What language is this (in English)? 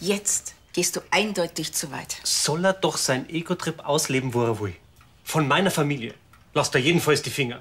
Bavarian